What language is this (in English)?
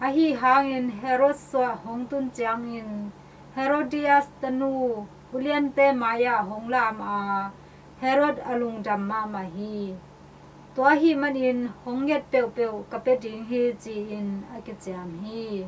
Tedim Chin